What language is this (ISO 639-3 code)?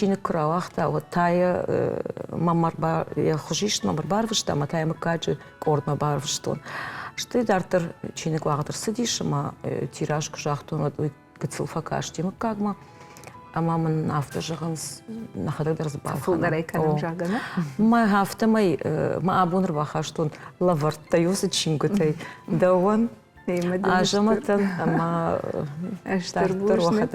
oss